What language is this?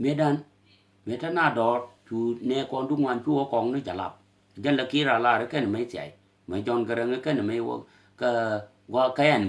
Nuer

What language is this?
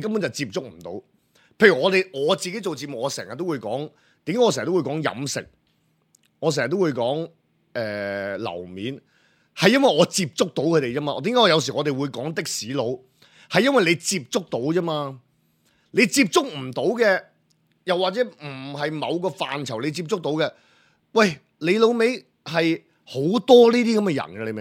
Cantonese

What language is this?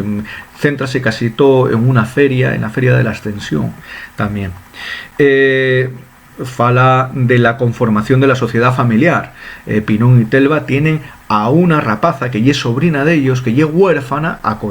Asturian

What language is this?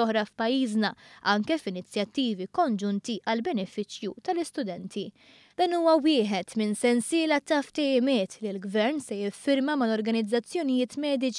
Maltese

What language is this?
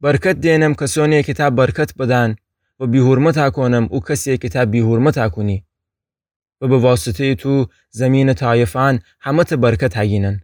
Gilaki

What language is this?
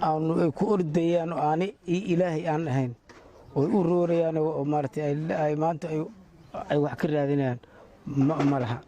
Somali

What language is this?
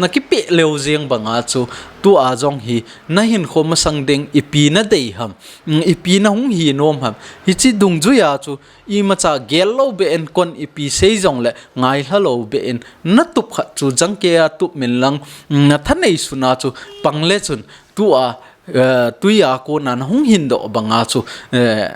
Thado Chin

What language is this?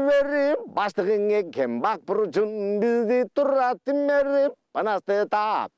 Kyrgyz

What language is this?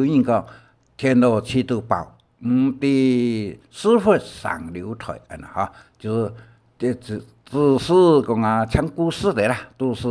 Hakka Chinese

